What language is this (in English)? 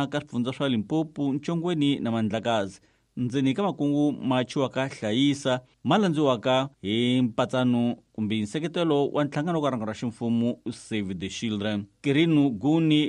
Tsonga